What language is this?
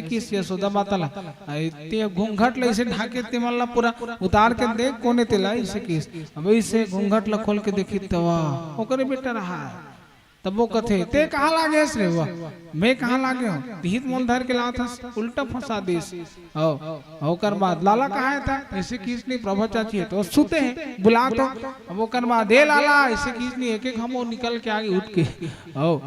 Chhattisgarhi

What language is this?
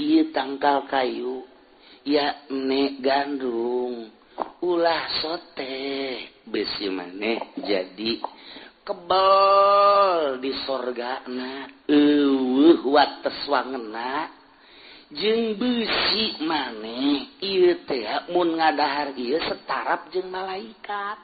Sundanese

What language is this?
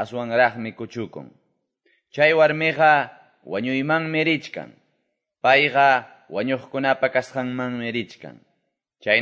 Quechua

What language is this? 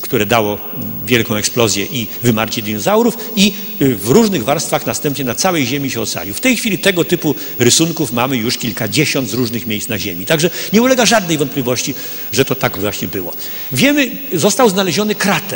Polish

